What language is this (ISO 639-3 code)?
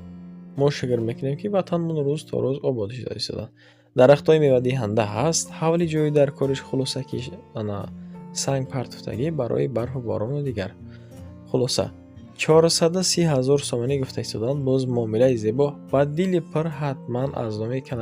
tgk